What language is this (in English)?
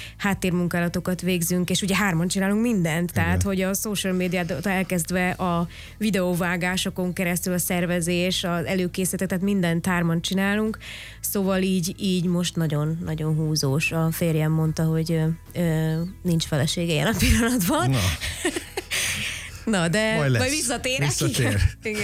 Hungarian